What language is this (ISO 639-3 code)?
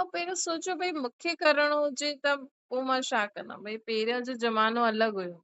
snd